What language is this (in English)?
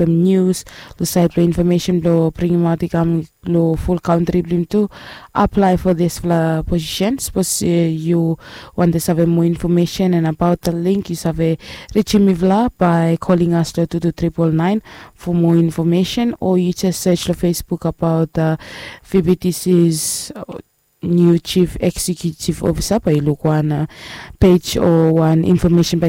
Bislama